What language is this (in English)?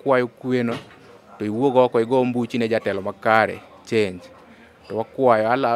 Luo (Kenya and Tanzania)